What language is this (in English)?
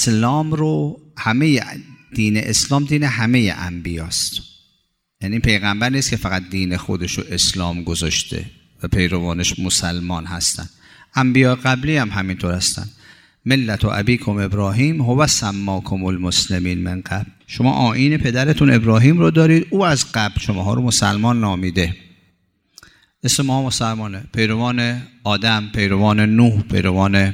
Persian